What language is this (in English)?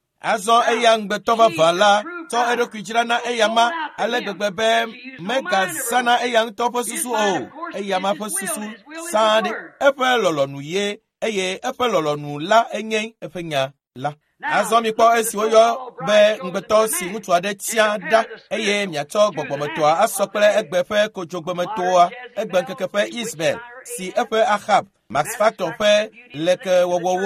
Ewe